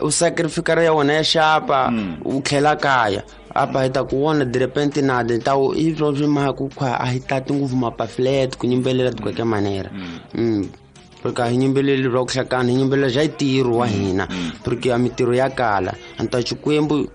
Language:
Tsonga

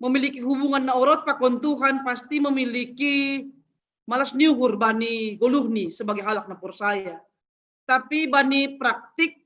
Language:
Batak Simalungun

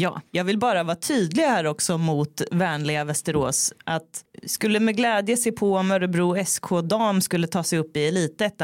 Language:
Swedish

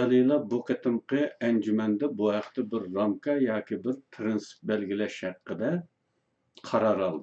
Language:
Uyghur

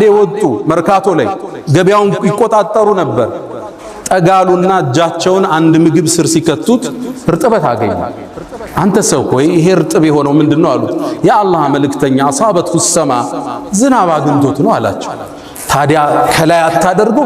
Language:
Amharic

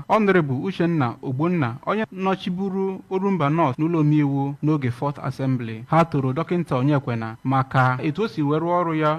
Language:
Igbo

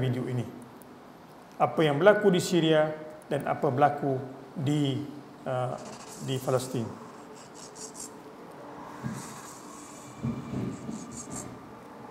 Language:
Malay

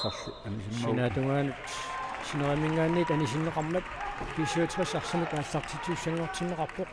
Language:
Kalaallisut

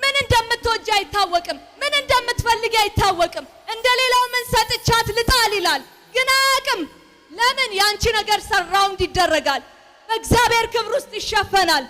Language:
Amharic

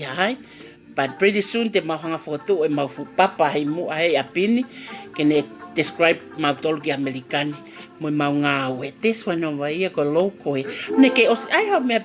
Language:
Tongan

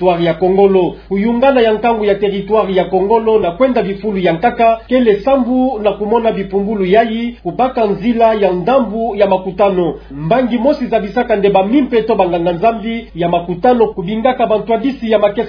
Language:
Kituba (Democratic Republic of Congo)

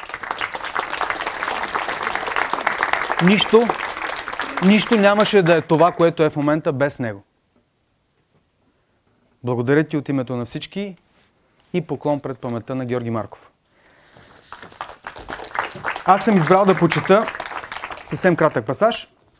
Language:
Bulgarian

